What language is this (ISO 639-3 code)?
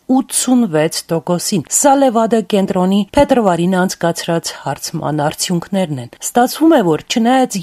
hye